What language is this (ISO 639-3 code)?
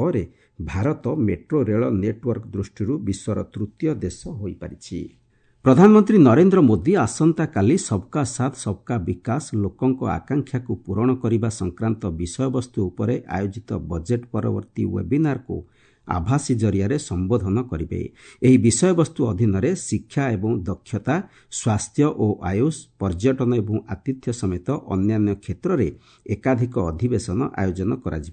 ori